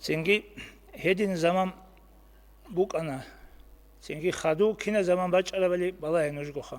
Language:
Avaric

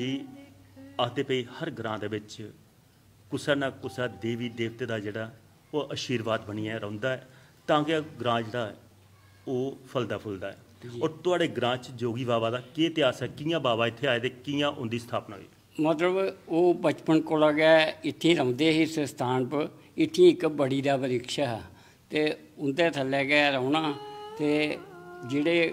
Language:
Dogri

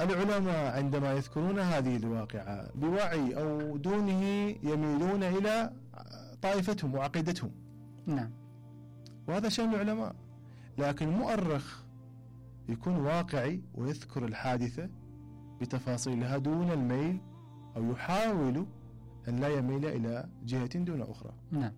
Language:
Mesopotamian Arabic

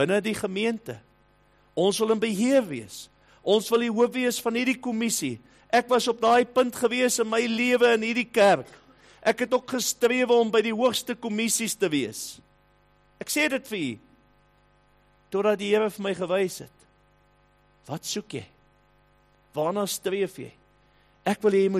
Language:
Afrikaans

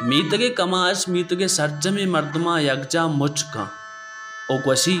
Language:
Baluchi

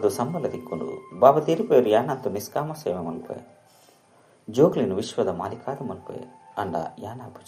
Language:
Tulu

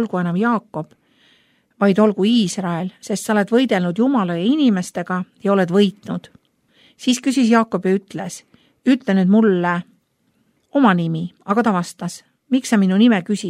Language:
Estonian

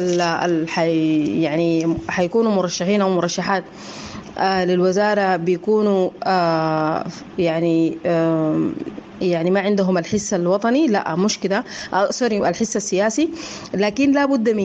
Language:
Sudanese Arabic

